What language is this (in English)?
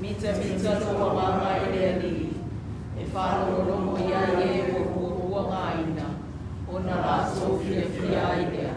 Samoan